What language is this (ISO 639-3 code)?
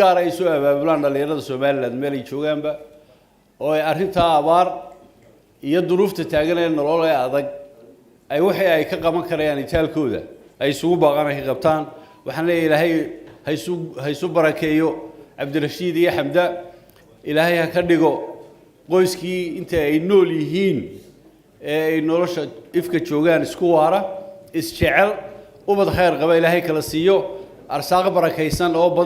som